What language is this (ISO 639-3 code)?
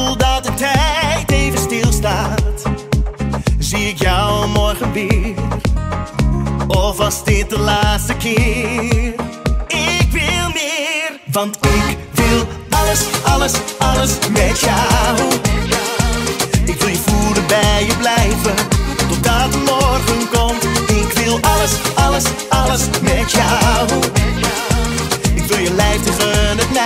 nld